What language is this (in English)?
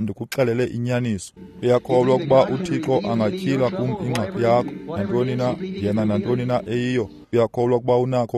Xhosa